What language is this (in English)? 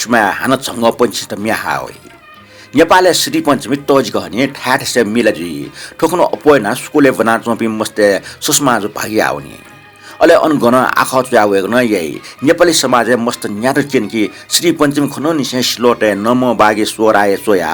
Newari